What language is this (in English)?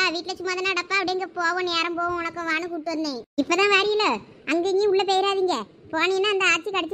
Tamil